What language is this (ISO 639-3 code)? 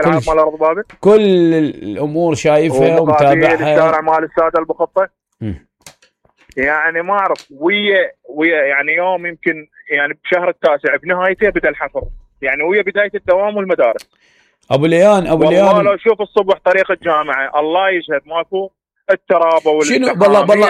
acm